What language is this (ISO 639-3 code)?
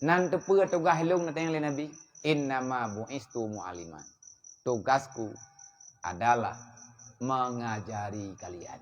ace